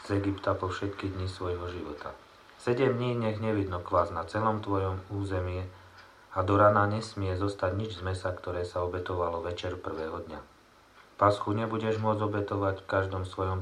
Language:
Slovak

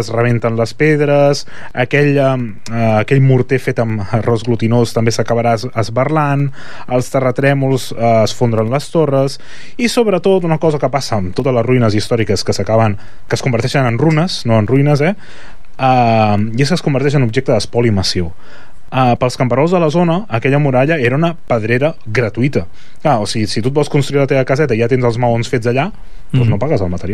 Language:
Catalan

